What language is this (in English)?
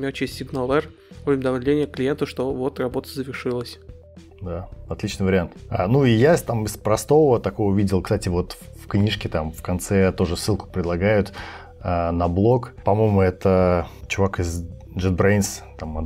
Russian